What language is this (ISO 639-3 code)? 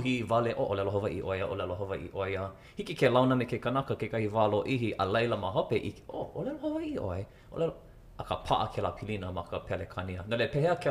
haw